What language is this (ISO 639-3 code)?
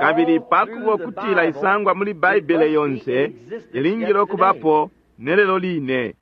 bem